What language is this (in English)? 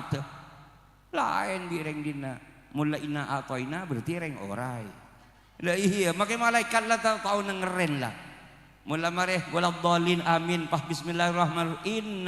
Madurese